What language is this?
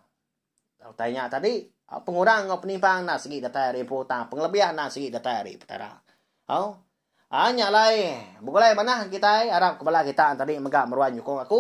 Iban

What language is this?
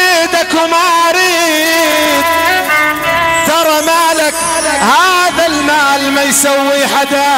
South Levantine Arabic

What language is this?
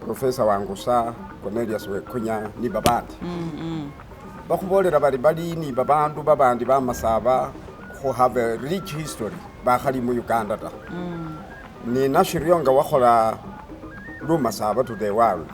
Masaaba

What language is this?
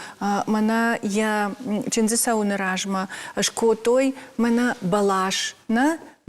Ossetic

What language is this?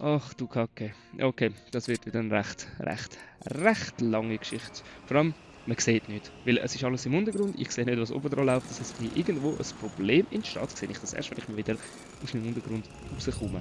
Swiss German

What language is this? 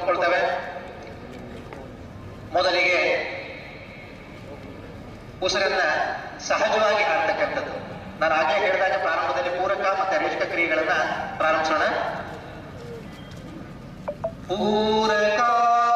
Kannada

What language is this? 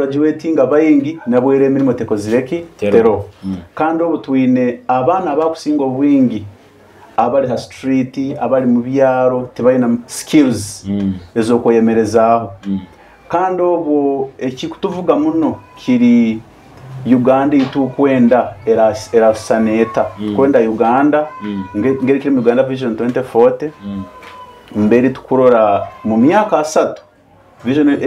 Nyoro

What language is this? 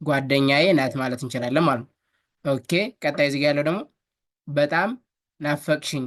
Amharic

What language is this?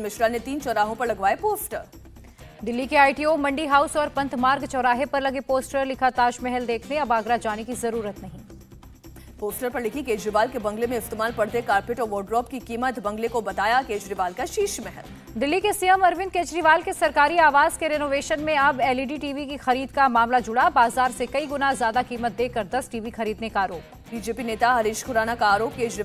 Hindi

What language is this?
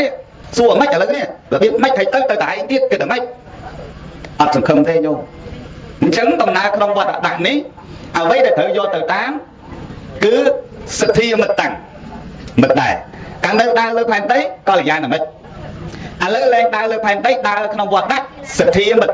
Khmer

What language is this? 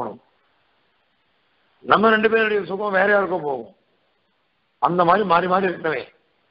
Tamil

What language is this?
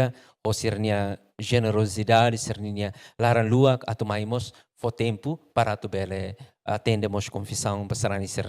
Tetum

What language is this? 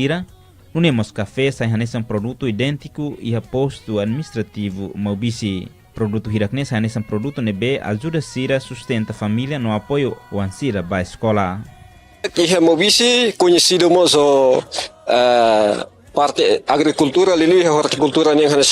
Tetum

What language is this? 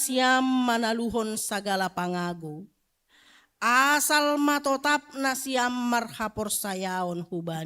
Batak Simalungun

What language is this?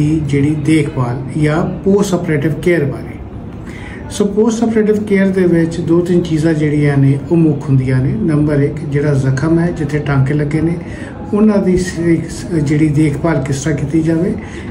Punjabi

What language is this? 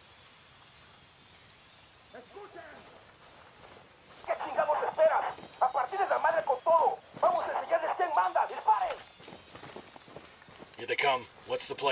English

